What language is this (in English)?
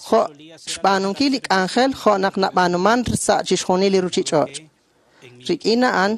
Kekchí